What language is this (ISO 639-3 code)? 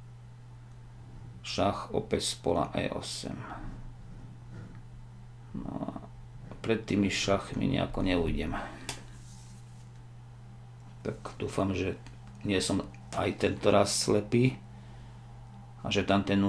slk